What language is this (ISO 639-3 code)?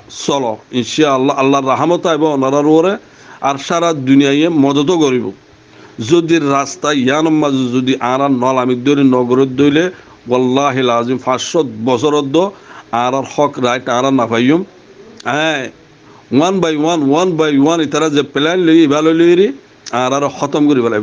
rhg